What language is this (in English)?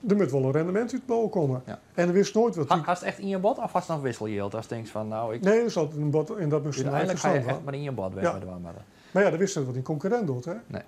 Western Frisian